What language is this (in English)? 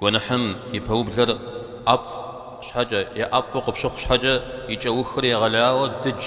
Kabardian